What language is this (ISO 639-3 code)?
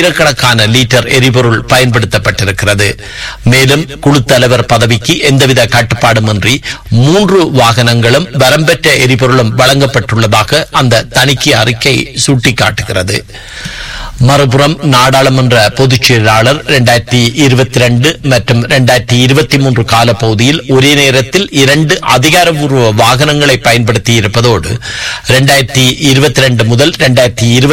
tam